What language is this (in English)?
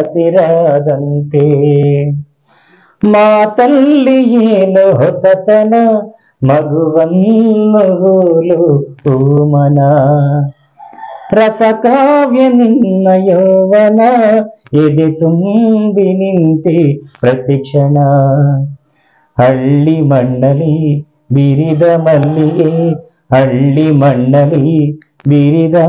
Kannada